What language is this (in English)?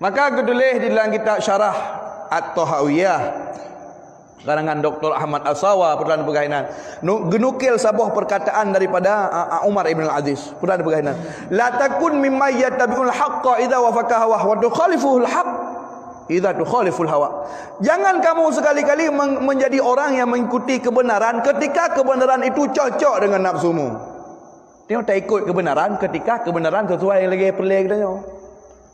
Achinese